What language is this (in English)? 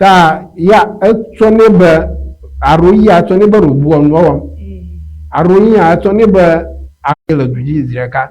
Ewe